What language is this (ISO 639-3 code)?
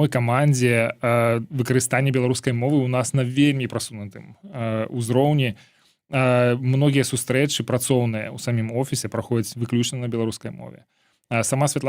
bel